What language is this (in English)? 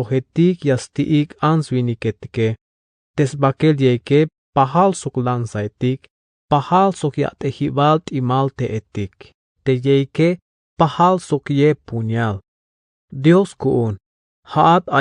Tzeltal